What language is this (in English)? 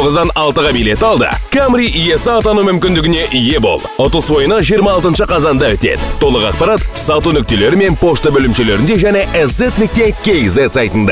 Kazakh